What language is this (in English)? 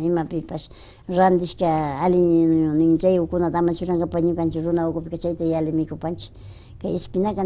Imbabura Highland Quichua